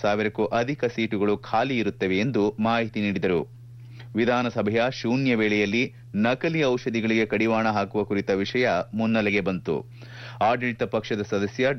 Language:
Kannada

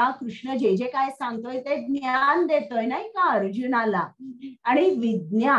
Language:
Marathi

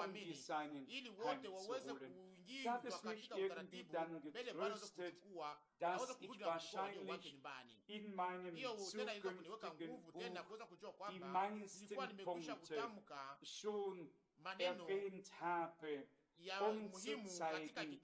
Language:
Swahili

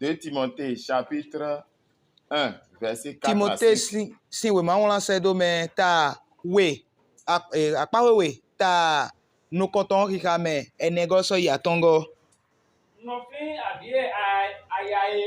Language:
Fon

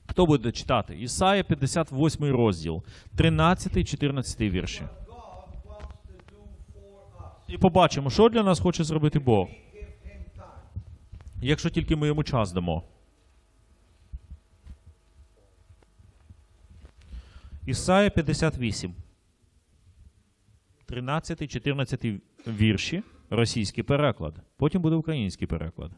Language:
Ukrainian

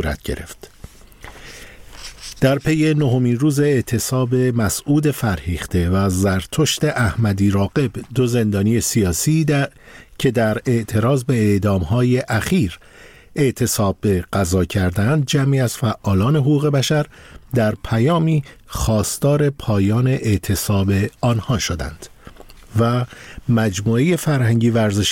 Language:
Persian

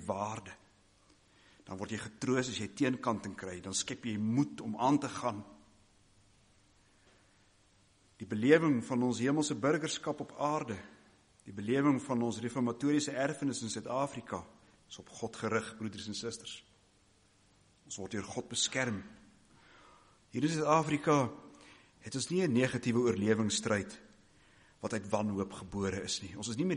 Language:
Afrikaans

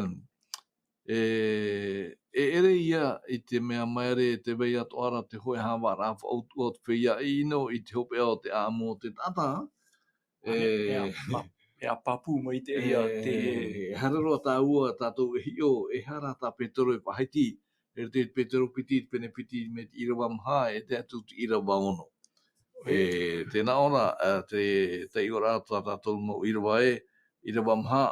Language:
Tahitian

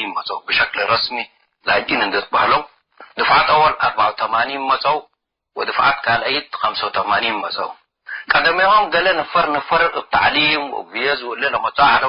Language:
Tigre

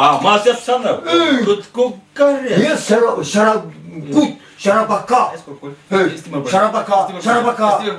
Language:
Chuvash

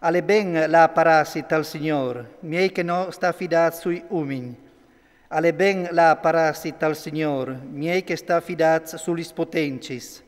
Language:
Friulian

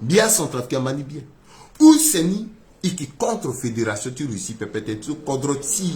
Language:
Sango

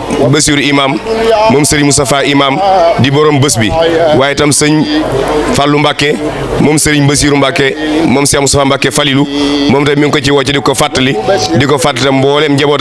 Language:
Wolof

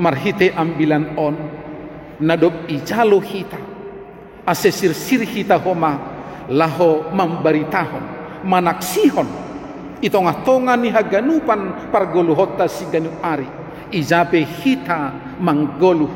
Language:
Batak Simalungun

